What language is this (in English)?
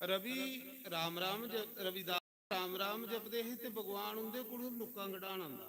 Dogri